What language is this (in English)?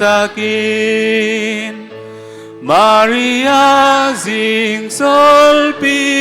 Tedim Chin